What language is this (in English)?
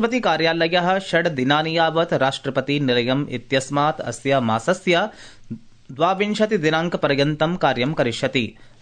Sanskrit